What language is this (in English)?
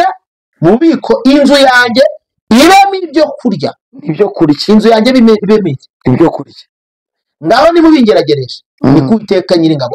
Kinyarwanda